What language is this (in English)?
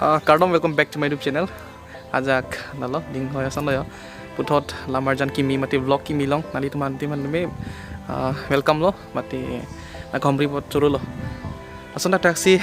Karbi